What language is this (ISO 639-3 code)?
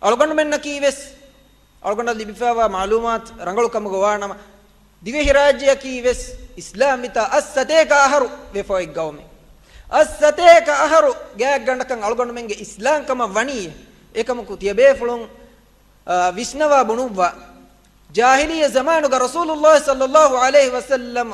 div